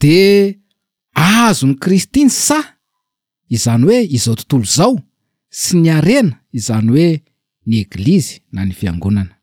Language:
Malagasy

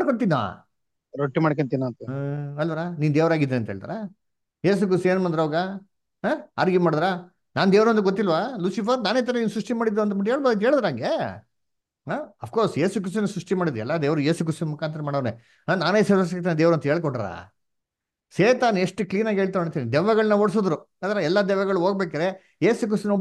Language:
Kannada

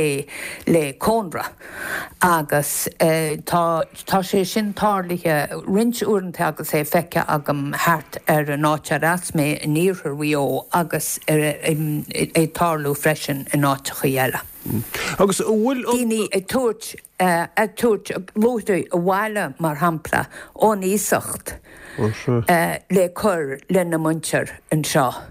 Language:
Irish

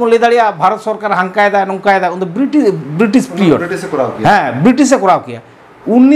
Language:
Santali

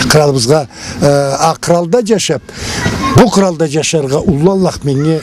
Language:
Karachay-Balkar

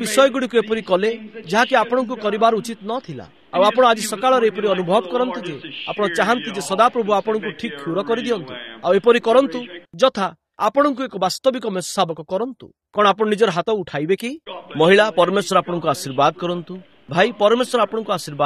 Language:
Odia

